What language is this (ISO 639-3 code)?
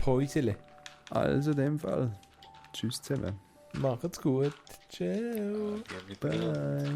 gsw